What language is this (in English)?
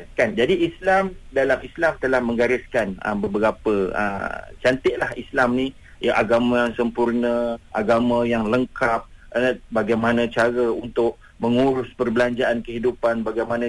Malay